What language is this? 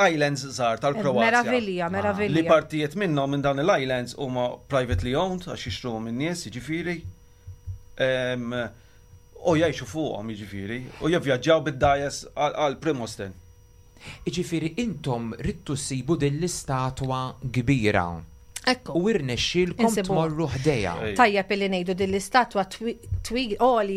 Maltese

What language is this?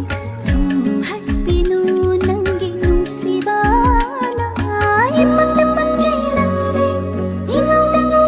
Manipuri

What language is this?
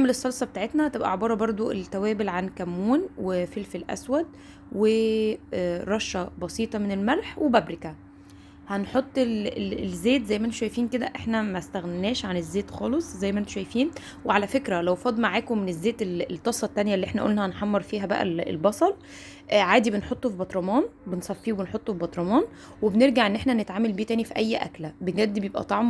Egyptian Arabic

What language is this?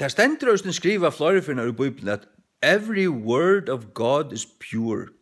Faroese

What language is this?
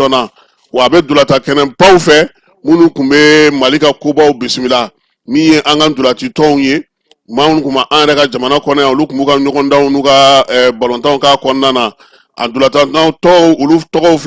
Bambara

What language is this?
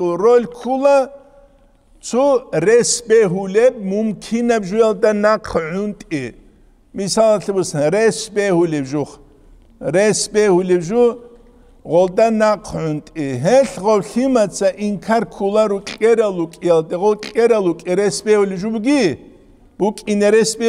Avaric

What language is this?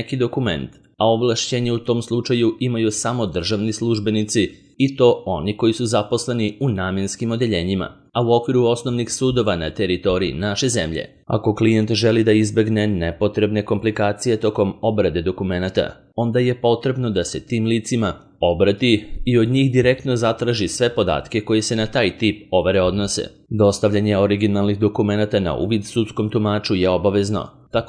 Serbian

